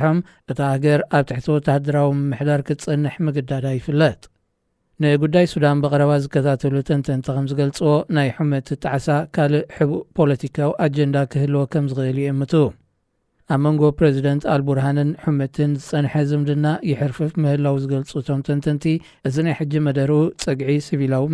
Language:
Tigrinya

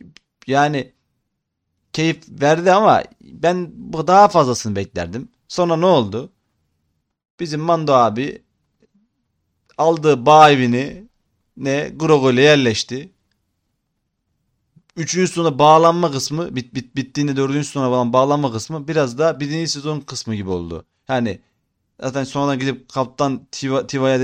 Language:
Turkish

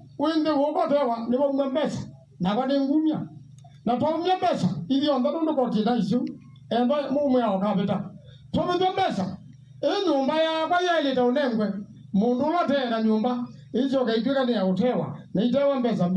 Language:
Kamba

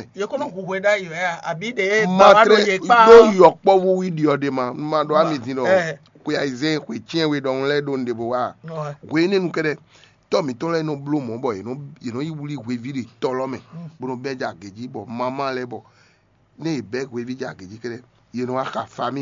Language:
Fon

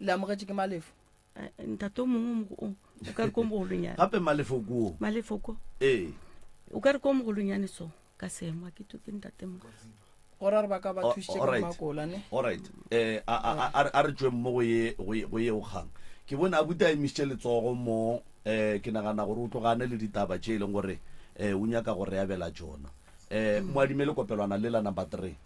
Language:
Northern Sotho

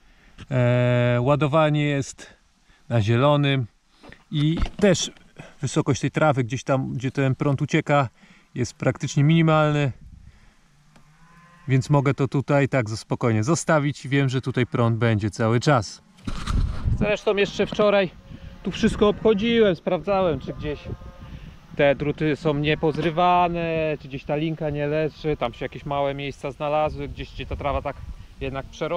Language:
Polish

